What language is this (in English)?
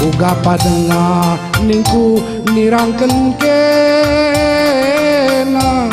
Batak Karo